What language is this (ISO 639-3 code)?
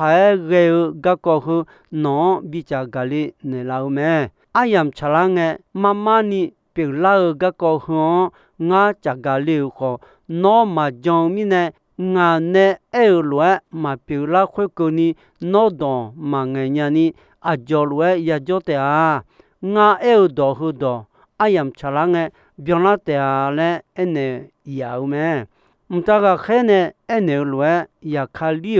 ahk